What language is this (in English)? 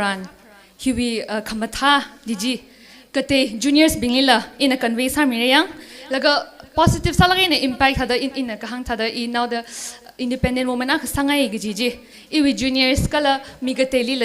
Tangkhul Naga (India)